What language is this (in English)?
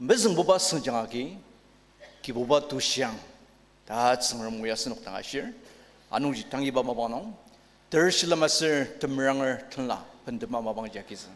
Ao Naga